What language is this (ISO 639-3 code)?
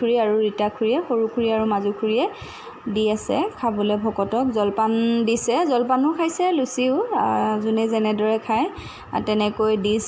asm